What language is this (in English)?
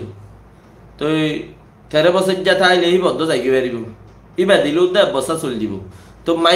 Rohingya